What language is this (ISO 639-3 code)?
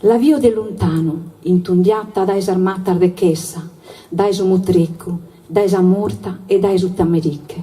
srd